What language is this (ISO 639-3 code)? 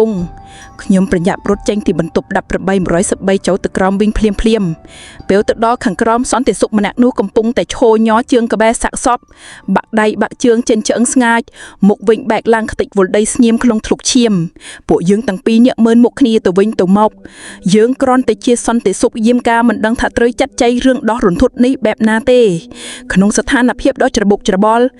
khm